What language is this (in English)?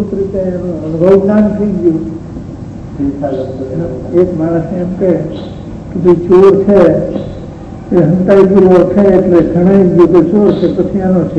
Gujarati